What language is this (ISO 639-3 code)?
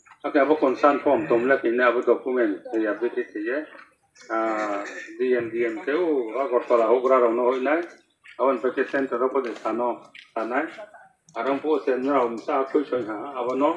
ria